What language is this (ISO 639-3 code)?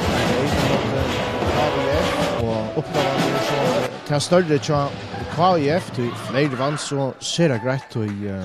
fao